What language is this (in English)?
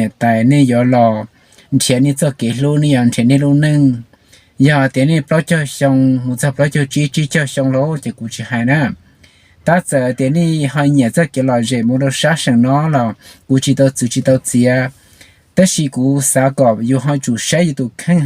Hmong